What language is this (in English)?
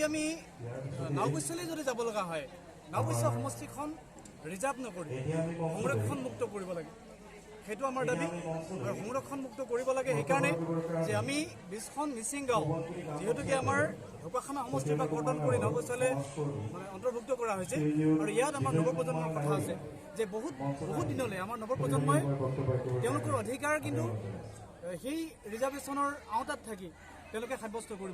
Assamese